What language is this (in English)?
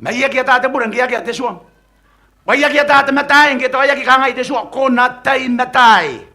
Gilbertese